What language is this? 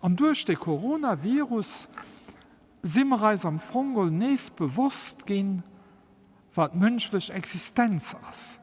Luxembourgish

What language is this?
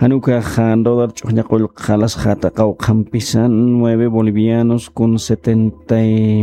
Aymara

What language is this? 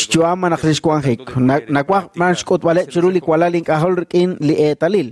Kekchí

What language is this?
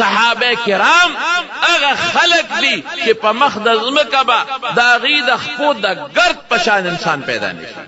Pashto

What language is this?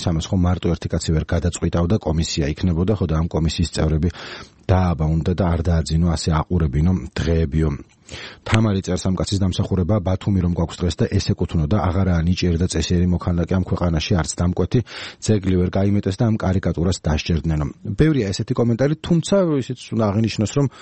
Georgian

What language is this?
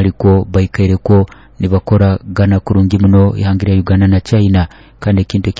Nyoro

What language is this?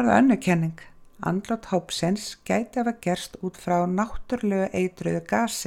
Icelandic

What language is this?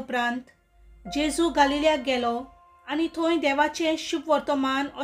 Konkani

